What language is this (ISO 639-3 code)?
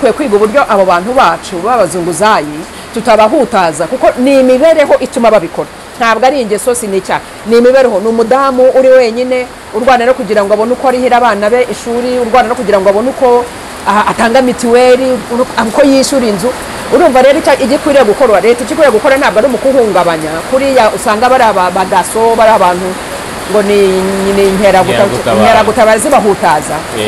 kin